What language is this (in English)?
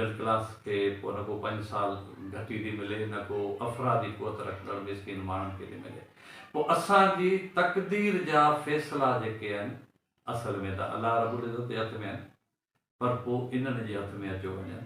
Sindhi